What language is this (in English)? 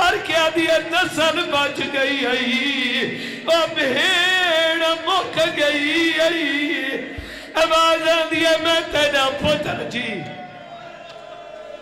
Saraiki